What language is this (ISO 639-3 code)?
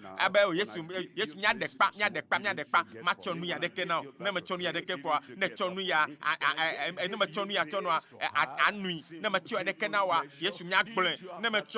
ewe